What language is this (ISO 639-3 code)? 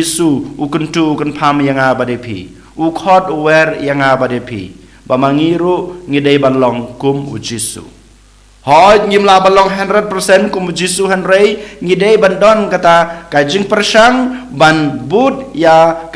kha